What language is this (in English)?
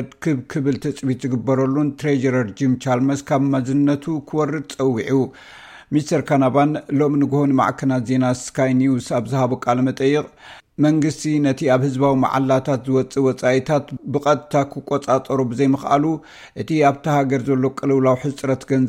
Tigrinya